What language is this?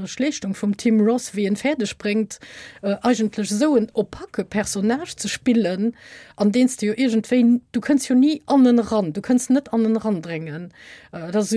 Luxembourgish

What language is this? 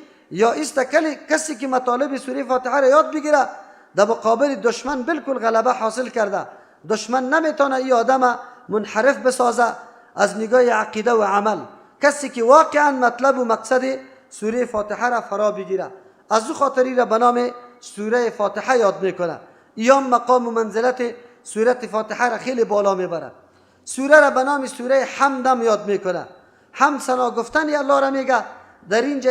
Persian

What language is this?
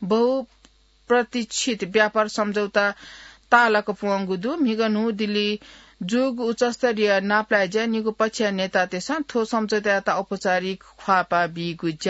Newari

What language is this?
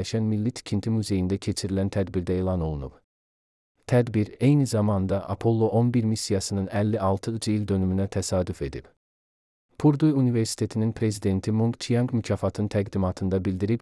Azerbaijani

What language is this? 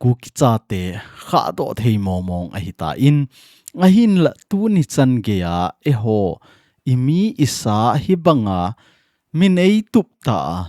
Thado Chin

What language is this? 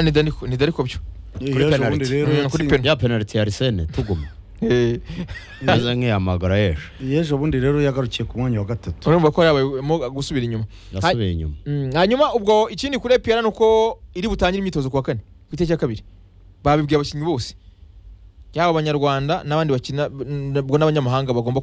Kinyarwanda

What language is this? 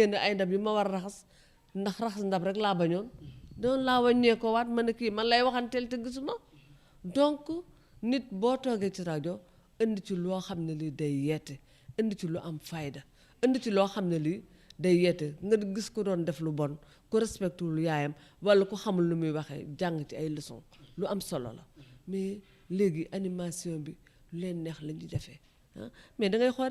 Wolof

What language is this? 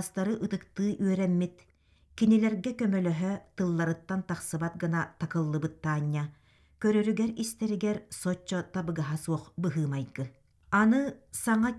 Yakut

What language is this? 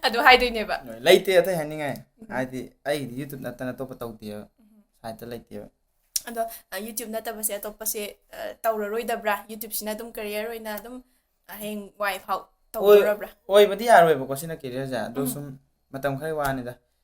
Manipuri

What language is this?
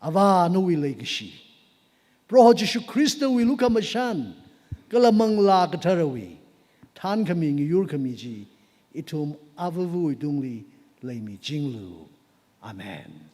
Tangkhul Naga (India)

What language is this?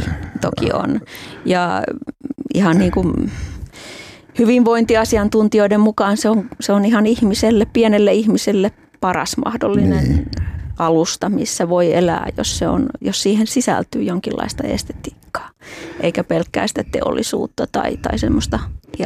Finnish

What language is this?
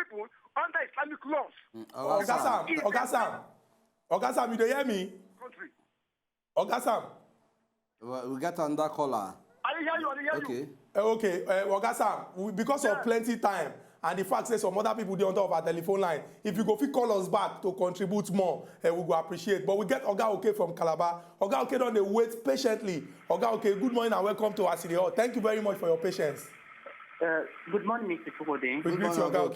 Nigerian Pidgin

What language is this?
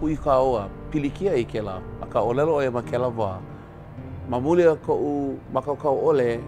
Hawaiian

